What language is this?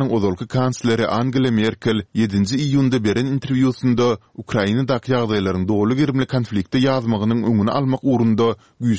Turkmen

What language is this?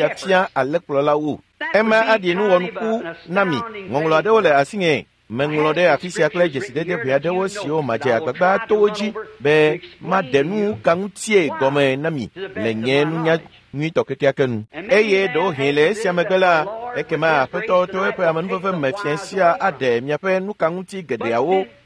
Ewe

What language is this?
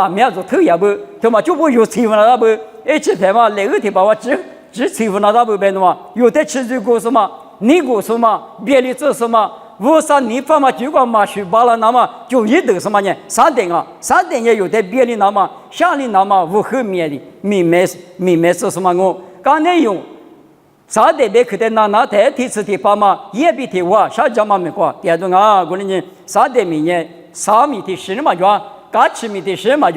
Lisu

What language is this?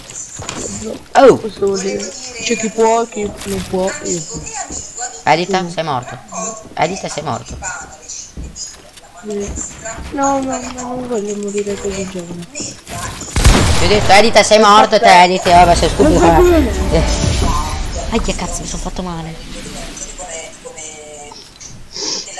Italian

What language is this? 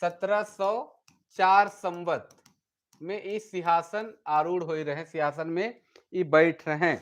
Sadri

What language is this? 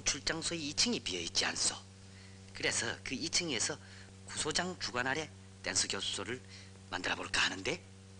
Korean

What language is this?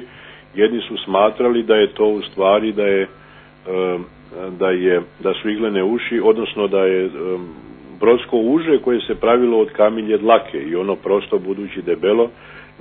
Croatian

